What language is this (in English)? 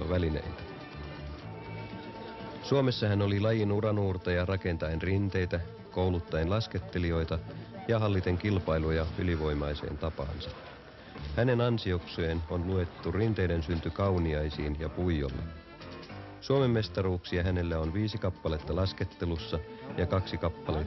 Finnish